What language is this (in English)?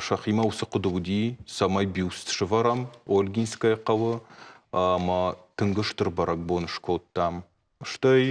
Ossetic